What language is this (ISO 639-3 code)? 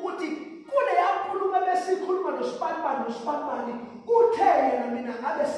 zul